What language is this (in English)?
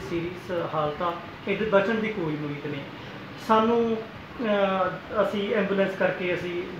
Punjabi